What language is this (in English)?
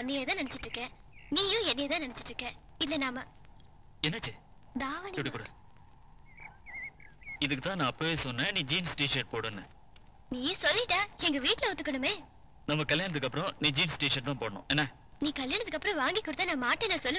Tamil